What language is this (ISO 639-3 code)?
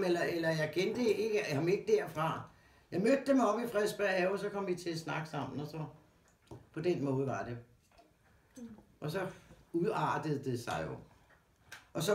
dan